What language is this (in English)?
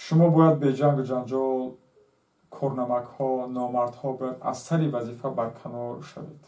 Tajik